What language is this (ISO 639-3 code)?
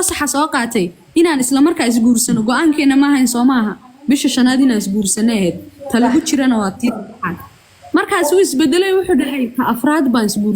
som